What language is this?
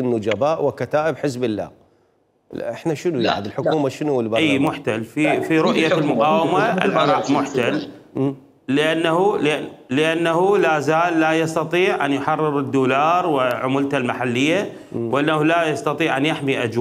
Mesopotamian Arabic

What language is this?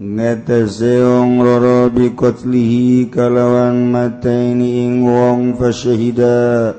Sundanese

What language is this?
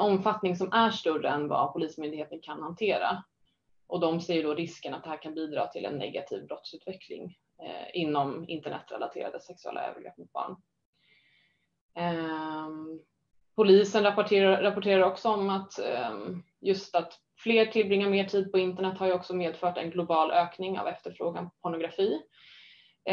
Swedish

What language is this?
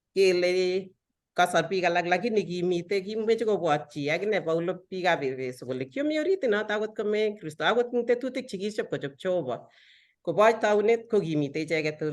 Kalenjin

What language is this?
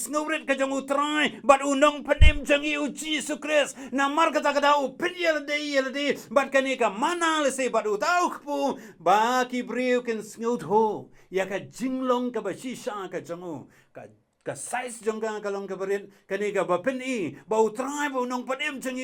Khasi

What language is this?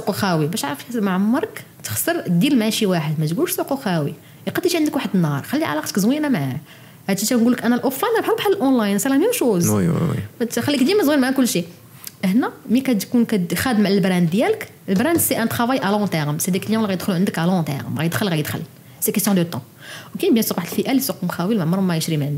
Moroccan Arabic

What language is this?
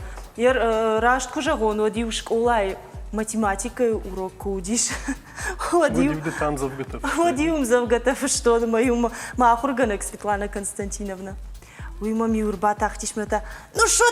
Ossetic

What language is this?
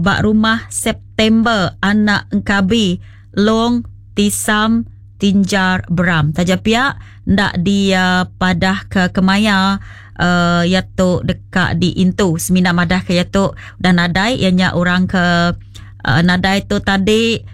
Iban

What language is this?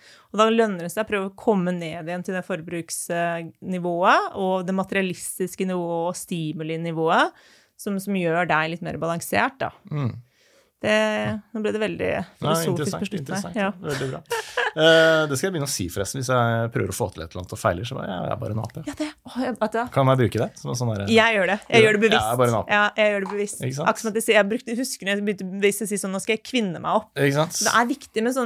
Norwegian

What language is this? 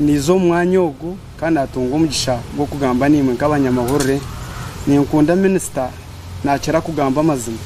Nyankole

